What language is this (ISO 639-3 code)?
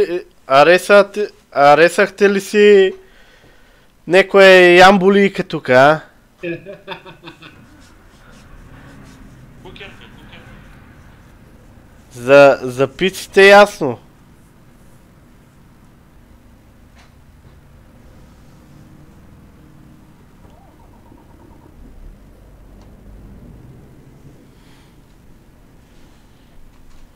bul